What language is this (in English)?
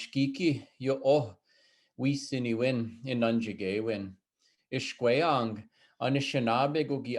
Chippewa